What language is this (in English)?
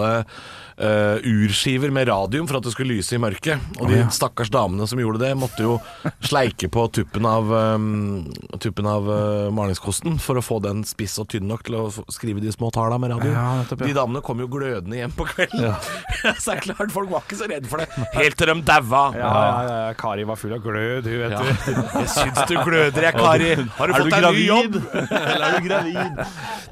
Norwegian